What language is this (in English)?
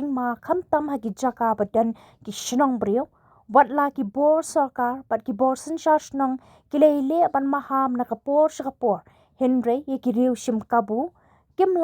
Khasi